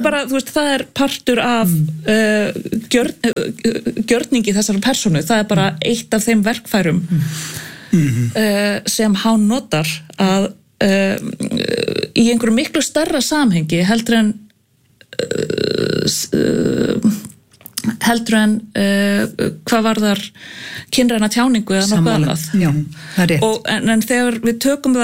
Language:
Icelandic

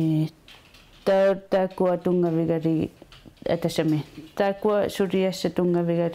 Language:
Kalaallisut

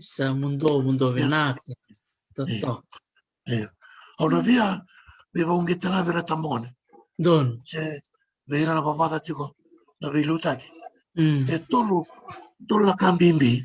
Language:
Fijian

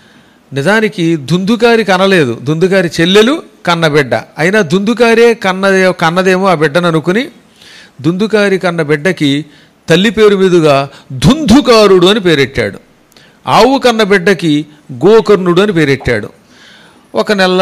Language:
Telugu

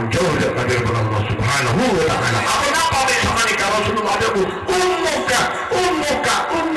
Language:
Madurese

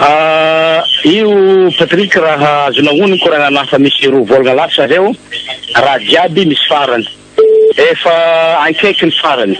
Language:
Malagasy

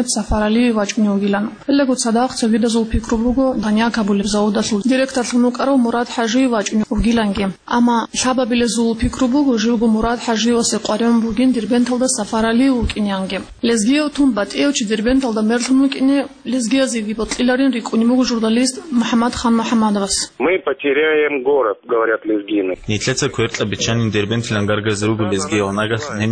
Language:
Avaric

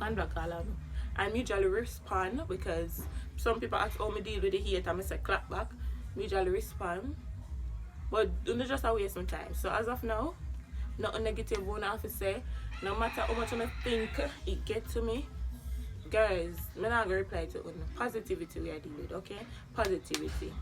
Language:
Jamaican Creole English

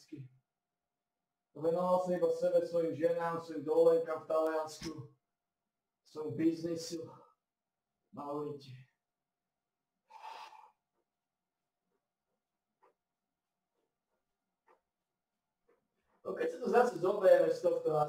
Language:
Slovak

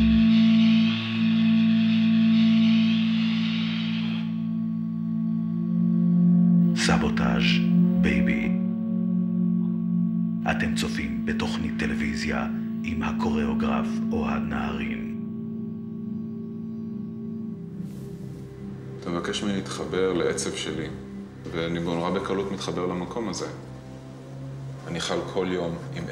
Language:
Hebrew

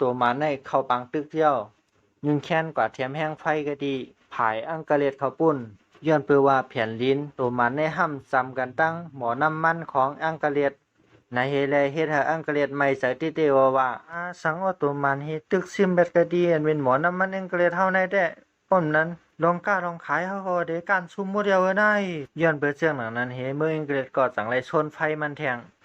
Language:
Shan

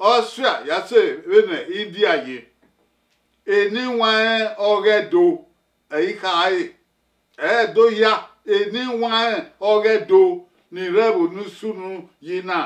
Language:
Bini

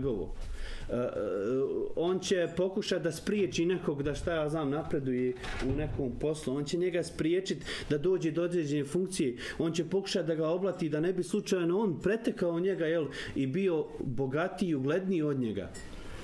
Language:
Bosnian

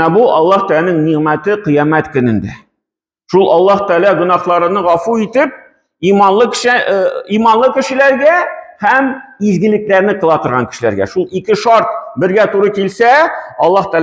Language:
Tatar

